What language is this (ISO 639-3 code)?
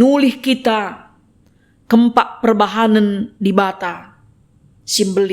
btx